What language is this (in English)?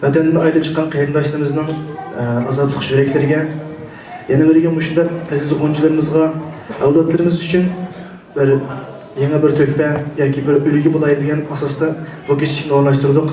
Uyghur